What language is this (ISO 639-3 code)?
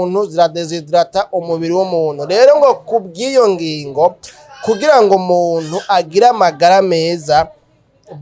run